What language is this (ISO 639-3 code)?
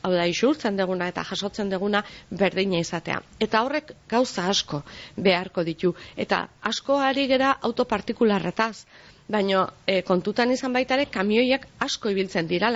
eus